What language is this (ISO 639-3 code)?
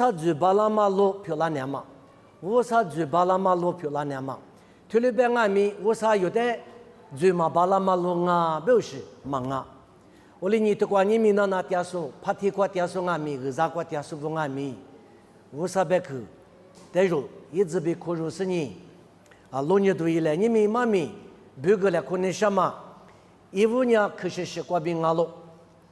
lis